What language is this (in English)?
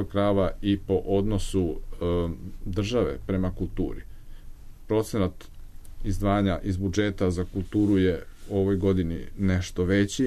Serbian